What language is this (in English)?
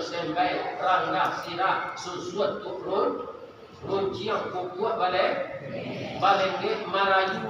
Minangkabau